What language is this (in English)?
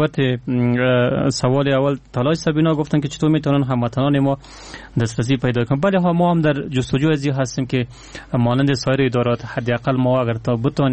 Persian